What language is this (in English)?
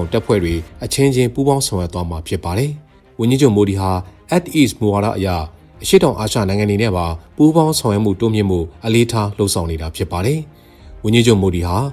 Burmese